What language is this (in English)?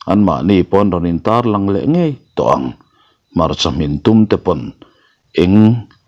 Mizo